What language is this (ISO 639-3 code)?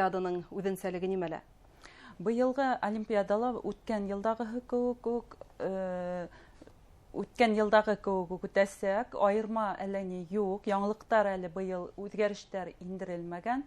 bak